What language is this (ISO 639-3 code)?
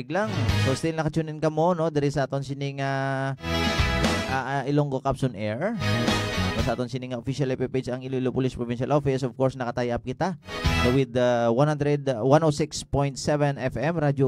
hil